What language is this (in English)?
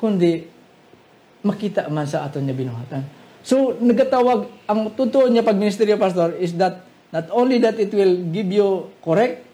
Hiligaynon